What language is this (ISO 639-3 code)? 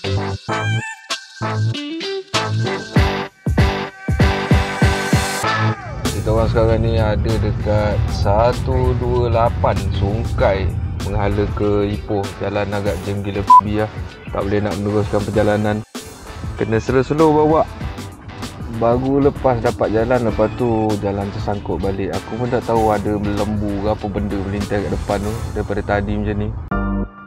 msa